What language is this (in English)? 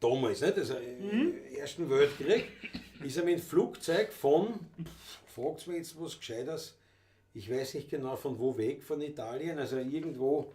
Bavarian